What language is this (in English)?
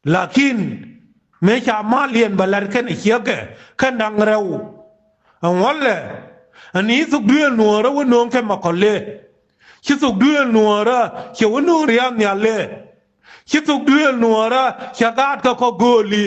Nuer